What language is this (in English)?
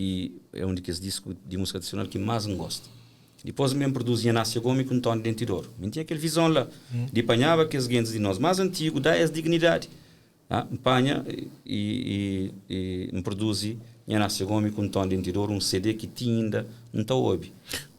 Kabuverdianu